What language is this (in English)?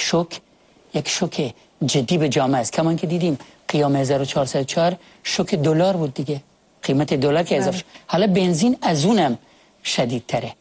Persian